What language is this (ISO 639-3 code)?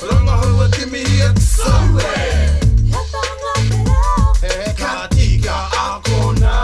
mri